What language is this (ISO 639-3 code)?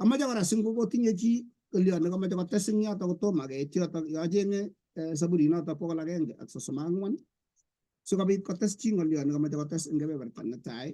kln